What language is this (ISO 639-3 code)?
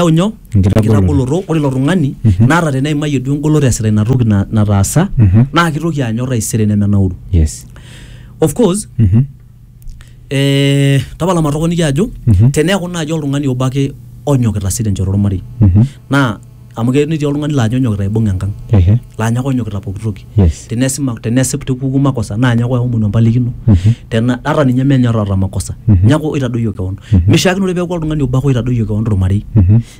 mas